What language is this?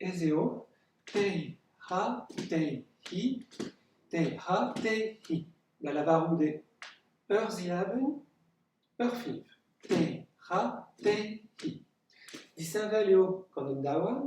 Breton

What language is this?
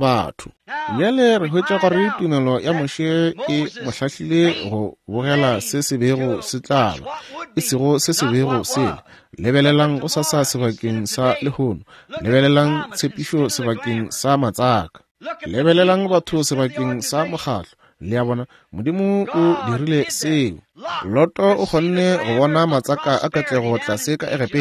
Northern Sotho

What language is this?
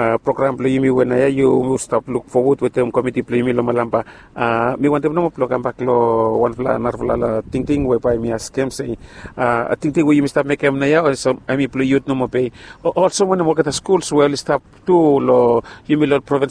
Bislama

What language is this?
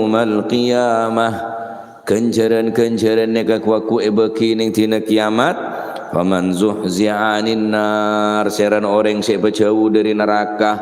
Madurese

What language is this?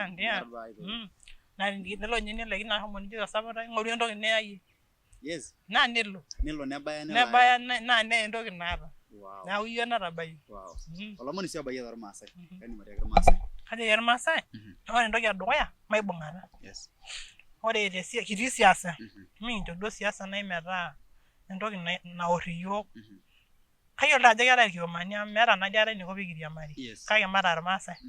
Masai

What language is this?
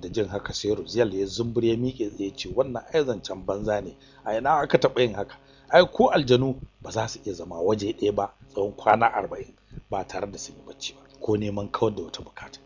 Hausa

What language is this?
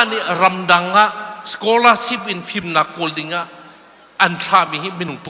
Hakha Chin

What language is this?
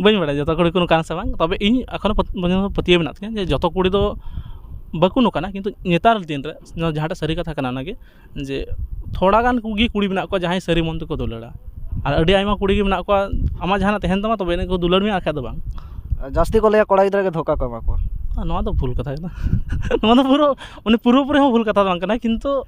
Santali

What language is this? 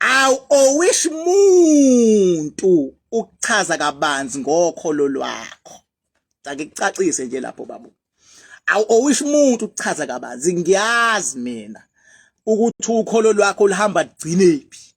Zulu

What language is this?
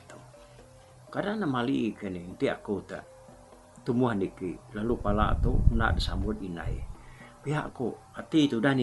Iban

